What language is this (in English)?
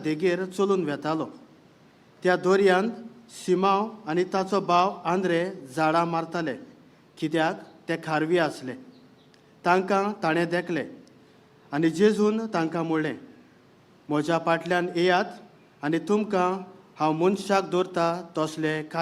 Konkani